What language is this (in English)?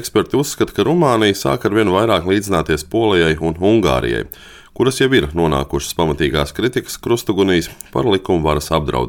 Latvian